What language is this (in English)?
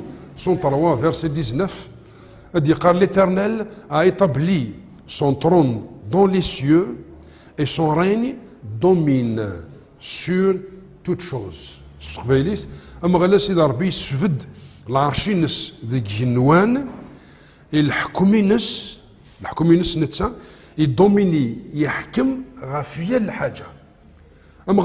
Kabyle